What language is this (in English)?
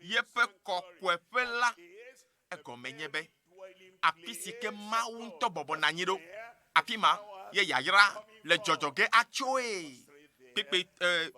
Ewe